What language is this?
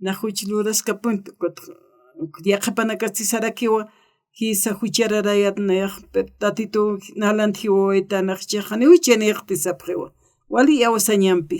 Aymara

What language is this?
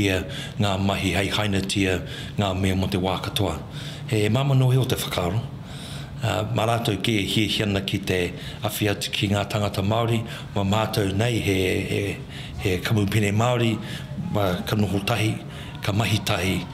Māori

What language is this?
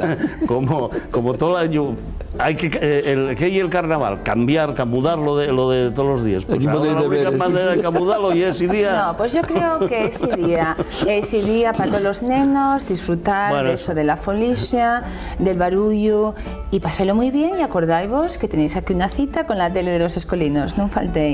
Asturian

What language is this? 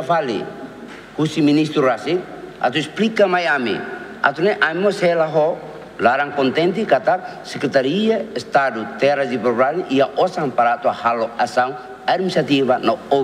Tetum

